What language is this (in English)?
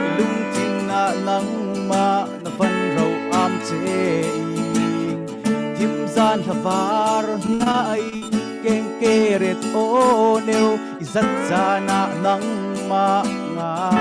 Falam Chin